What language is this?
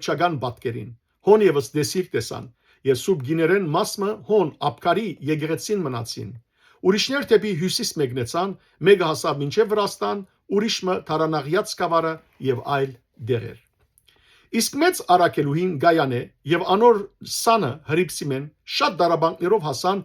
Western Armenian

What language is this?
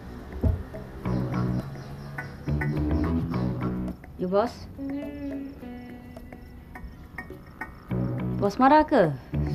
Malay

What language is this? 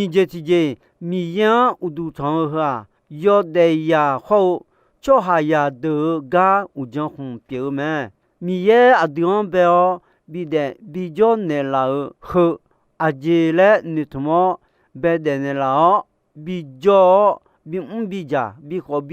Akha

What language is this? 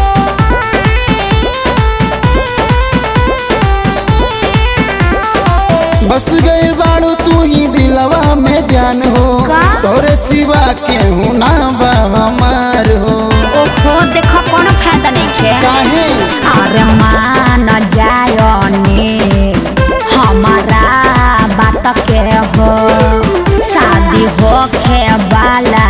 Bhojpuri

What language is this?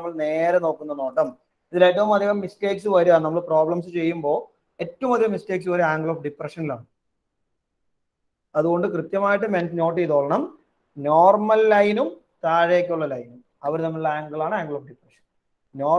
Malayalam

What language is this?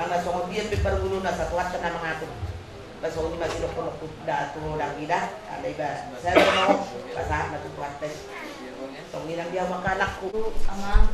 Batak Toba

